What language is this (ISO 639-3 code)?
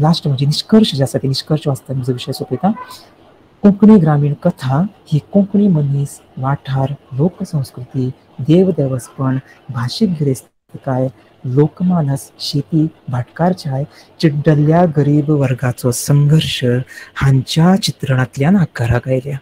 kok